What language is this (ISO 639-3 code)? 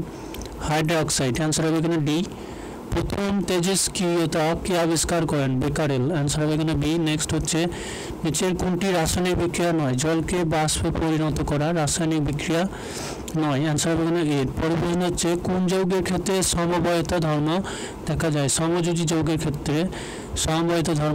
ben